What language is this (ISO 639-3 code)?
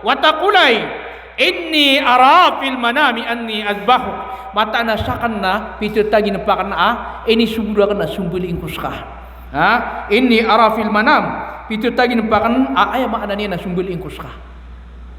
mrw